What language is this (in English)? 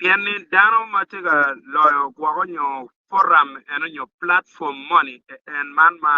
Acoli